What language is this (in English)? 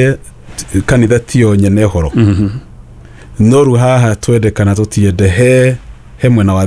Kikuyu